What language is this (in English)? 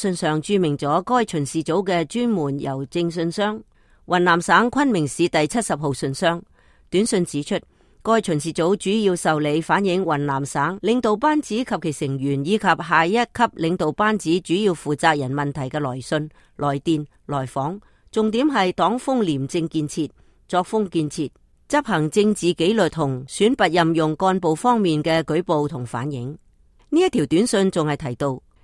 Cantonese